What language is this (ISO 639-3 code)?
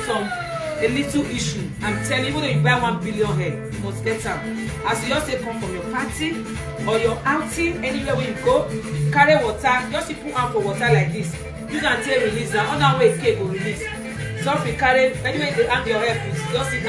pcm